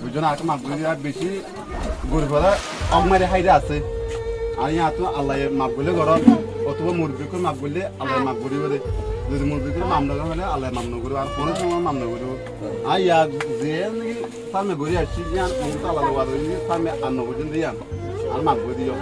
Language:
Rohingya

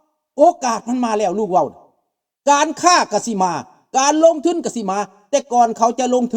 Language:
Lao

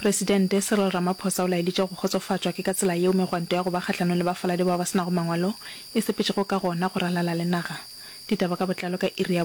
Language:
Northern Sotho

